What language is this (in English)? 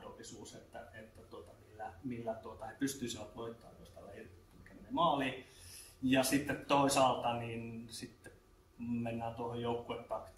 Finnish